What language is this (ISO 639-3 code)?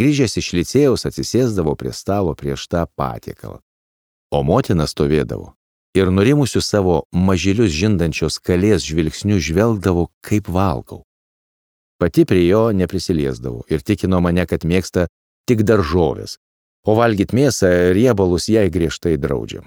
lit